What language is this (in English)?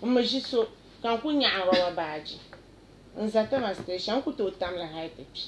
Dagbani